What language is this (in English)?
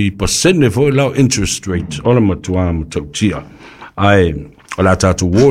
Samoan